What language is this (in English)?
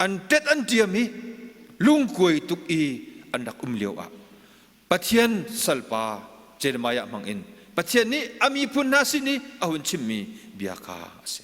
Hakha Chin